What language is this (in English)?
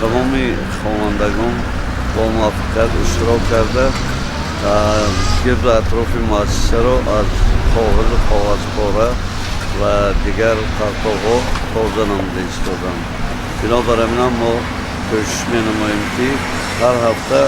Tajik